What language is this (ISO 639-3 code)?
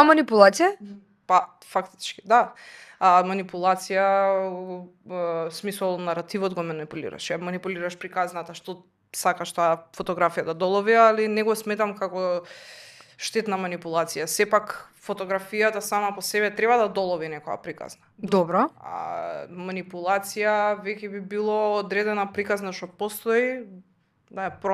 mkd